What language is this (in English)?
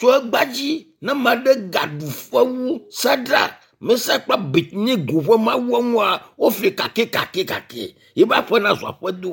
Ewe